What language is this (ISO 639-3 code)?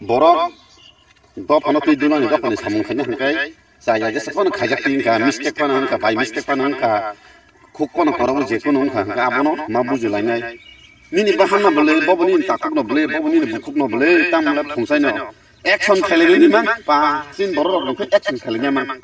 trp